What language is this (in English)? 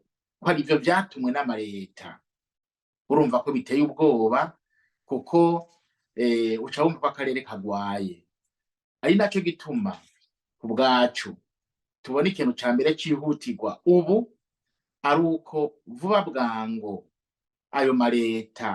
Rundi